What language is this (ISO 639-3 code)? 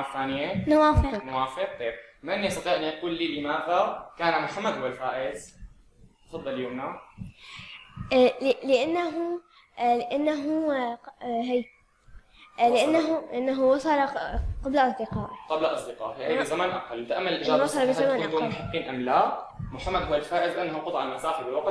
ara